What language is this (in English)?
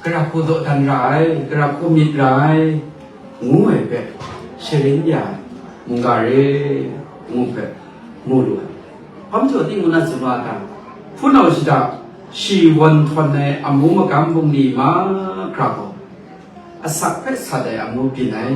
Kachin